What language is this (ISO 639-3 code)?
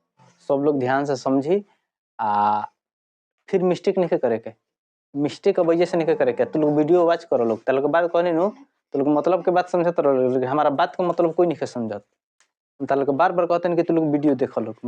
bho